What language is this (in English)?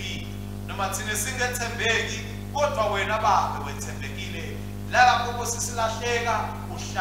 Swati